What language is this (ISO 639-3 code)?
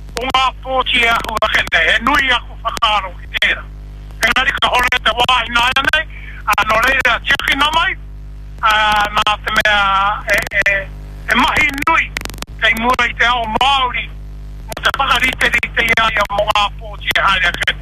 mri